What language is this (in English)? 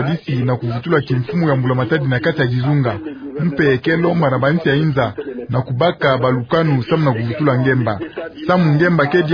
Kituba (Democratic Republic of Congo)